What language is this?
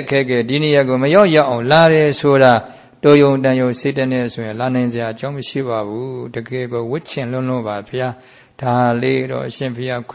Burmese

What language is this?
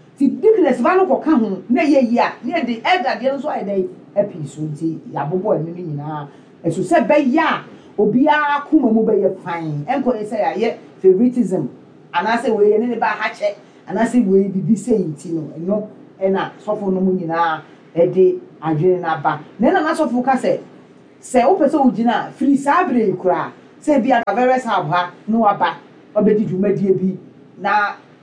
Akan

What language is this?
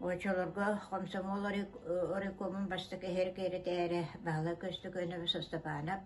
Yakut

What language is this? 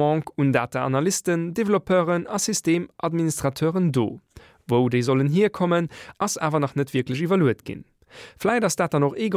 Luxembourgish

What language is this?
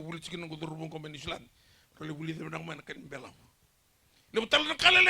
Fijian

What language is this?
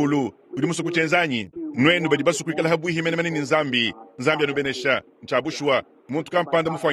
Luba-Lulua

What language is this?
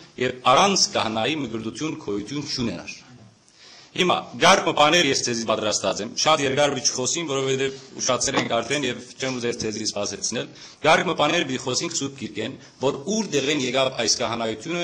Western Armenian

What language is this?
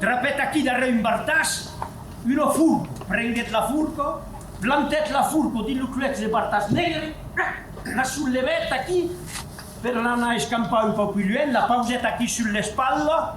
Occitan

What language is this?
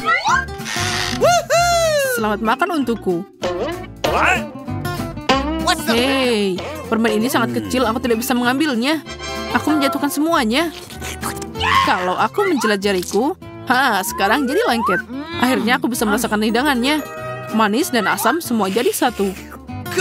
Indonesian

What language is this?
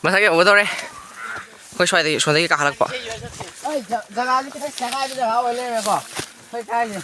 Manipuri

